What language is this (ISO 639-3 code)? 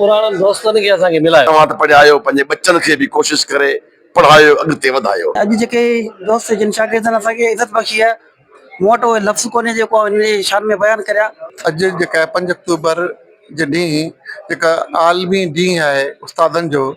snd